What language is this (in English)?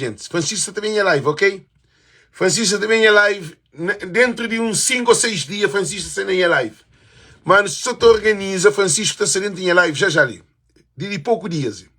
Kabuverdianu